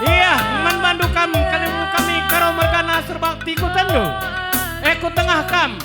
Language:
Batak Karo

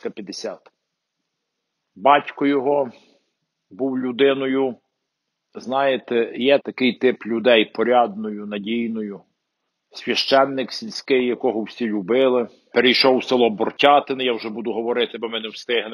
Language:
Ukrainian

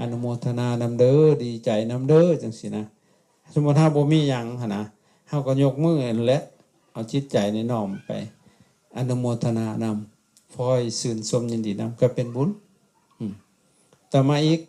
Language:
Lao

